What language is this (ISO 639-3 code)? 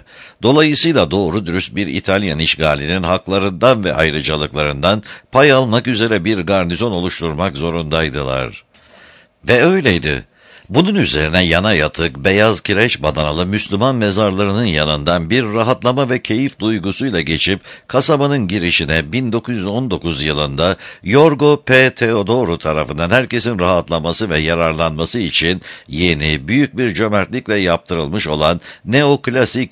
tur